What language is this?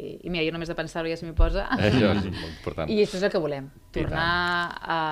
Catalan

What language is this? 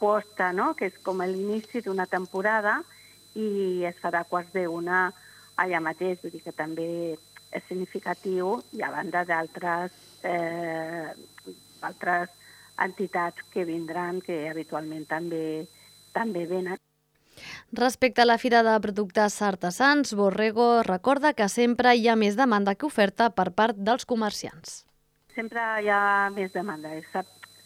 Catalan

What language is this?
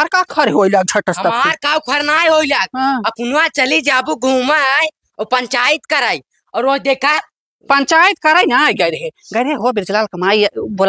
Awadhi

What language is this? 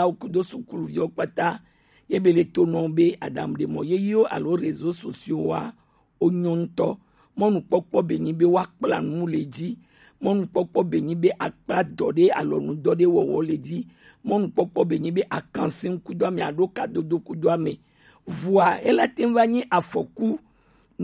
Gen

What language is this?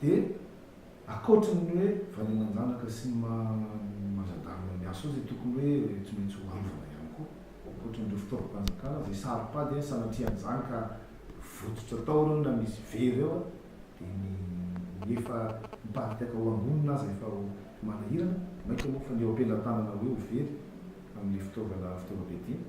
Malagasy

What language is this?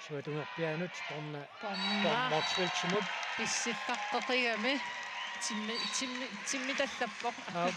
Kalaallisut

